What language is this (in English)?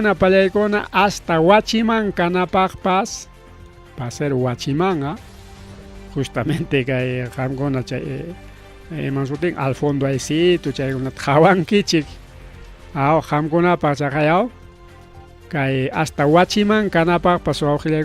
Ayacucho Quechua